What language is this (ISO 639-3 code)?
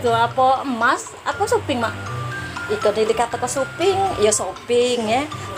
mui